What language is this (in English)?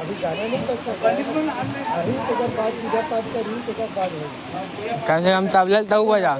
Chhattisgarhi